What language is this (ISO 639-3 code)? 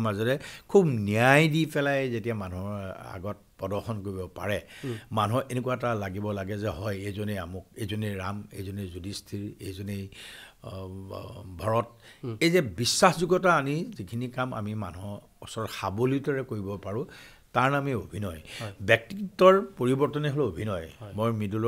asm